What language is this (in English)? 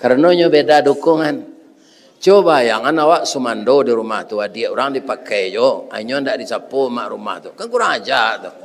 Minangkabau